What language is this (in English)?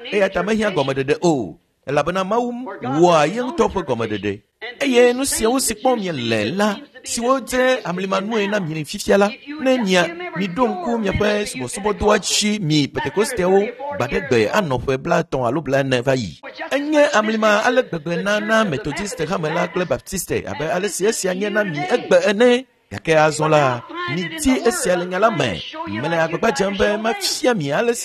Ewe